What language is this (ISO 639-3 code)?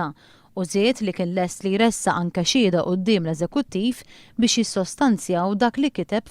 mlt